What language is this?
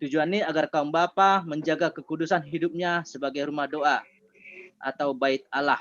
Batak Simalungun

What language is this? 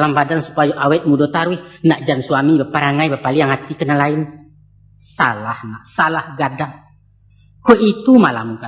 Minangkabau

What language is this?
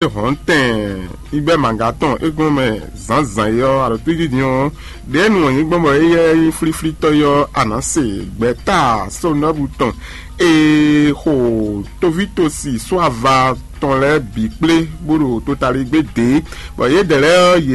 Fon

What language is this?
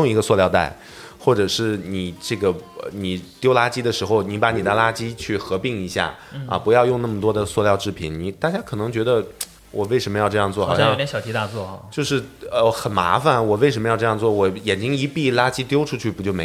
Chinese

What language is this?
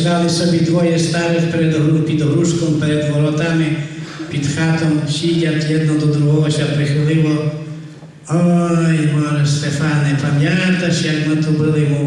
Rusyn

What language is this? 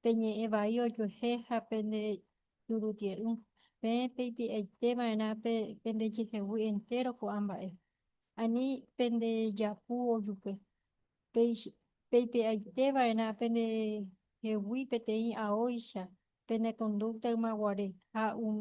Guarani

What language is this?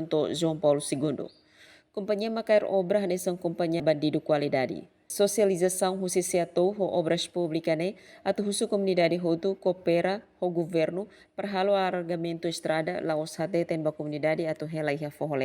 Tetum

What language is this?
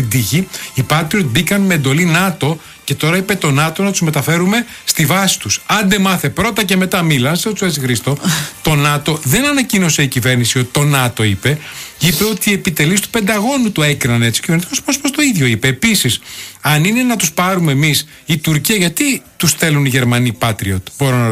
Greek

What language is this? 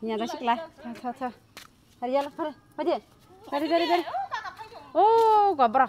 Kok Borok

